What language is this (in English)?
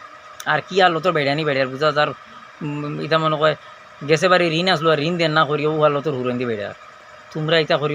Sylheti